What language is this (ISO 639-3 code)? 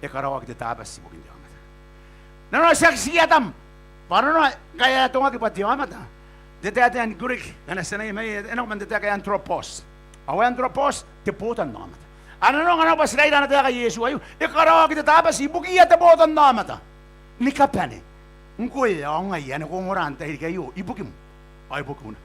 gil